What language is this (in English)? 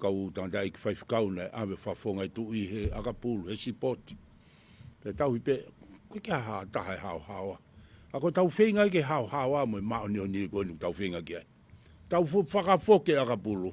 Tongan